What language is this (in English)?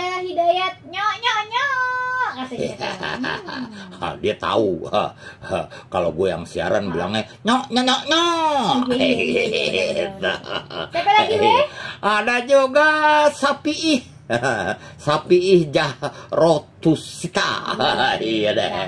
Betawi